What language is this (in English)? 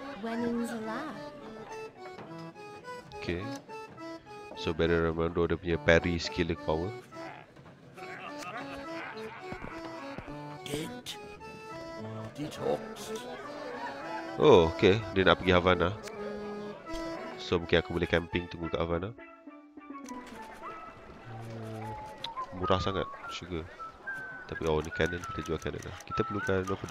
Malay